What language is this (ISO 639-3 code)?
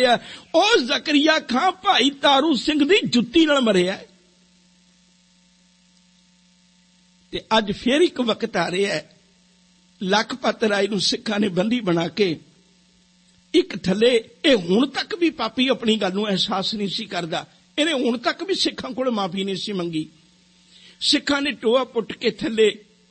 pan